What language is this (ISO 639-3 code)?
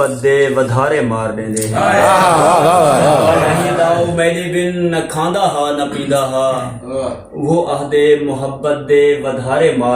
skr